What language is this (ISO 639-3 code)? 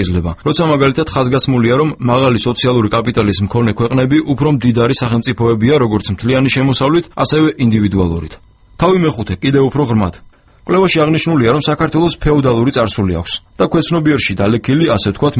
kat